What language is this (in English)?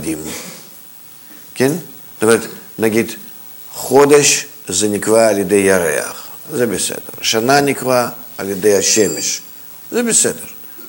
Hebrew